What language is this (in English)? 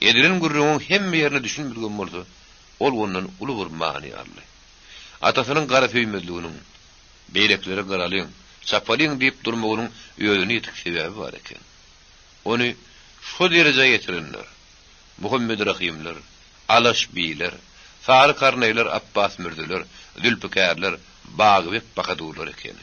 Turkmen